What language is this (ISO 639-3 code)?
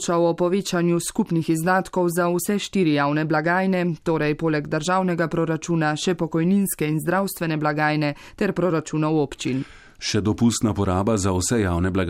slv